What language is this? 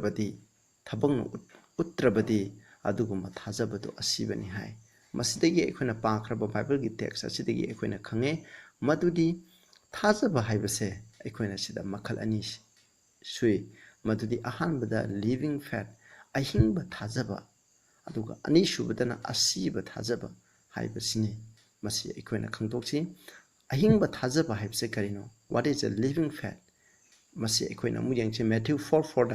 Manipuri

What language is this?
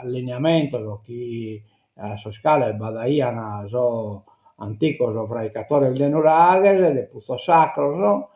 Sardinian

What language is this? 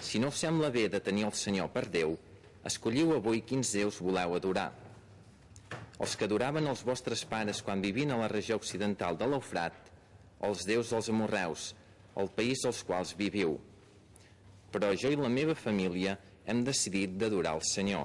Catalan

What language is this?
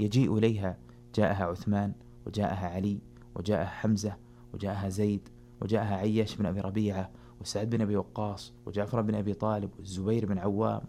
Arabic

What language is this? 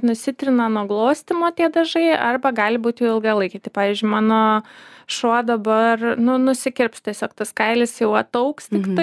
Lithuanian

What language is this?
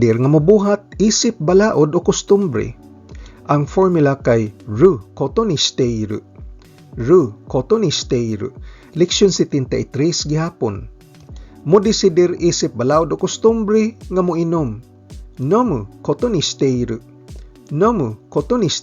Cebuano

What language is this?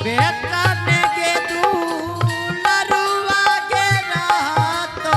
Angika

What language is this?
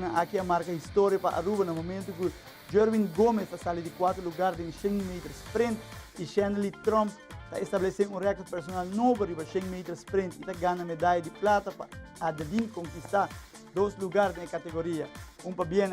Papiamento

